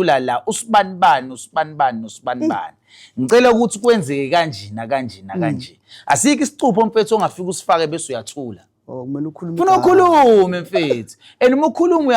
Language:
Zulu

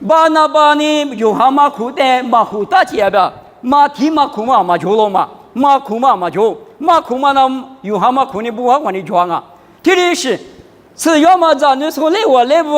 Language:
Lisu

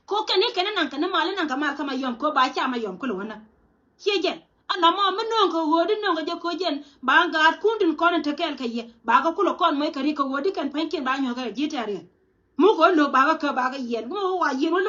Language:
Nuer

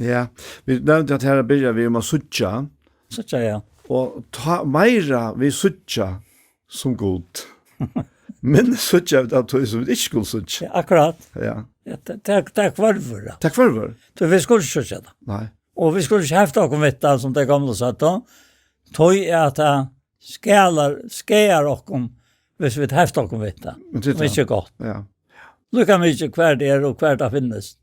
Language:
Faroese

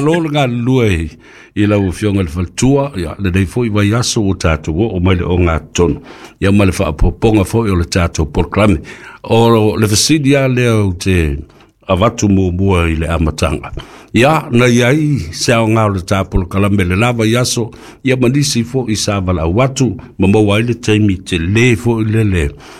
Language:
Samoan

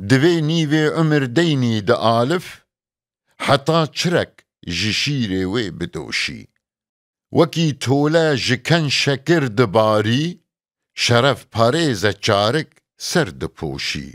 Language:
Kurdish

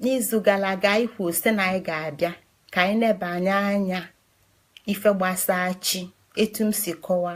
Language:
Igbo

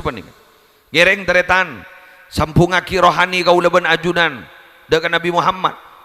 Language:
Madurese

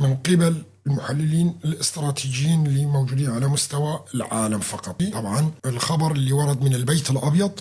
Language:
North Levantine Arabic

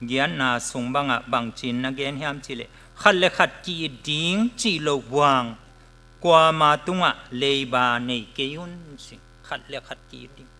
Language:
Tedim Chin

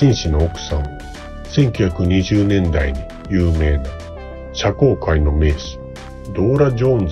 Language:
Japanese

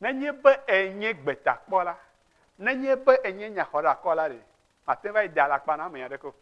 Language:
Ewe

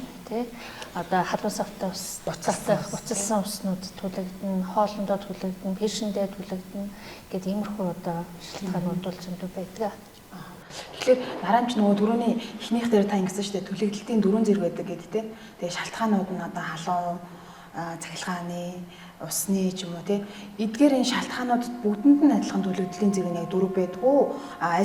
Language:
Mongolian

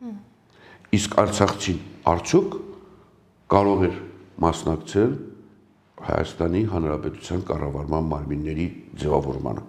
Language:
Armenian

